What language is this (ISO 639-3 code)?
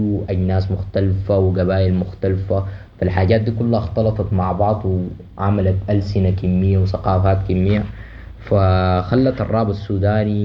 apd